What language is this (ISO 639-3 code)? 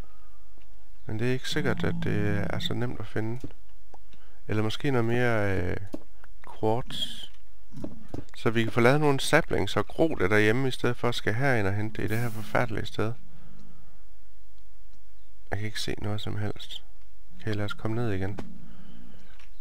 dan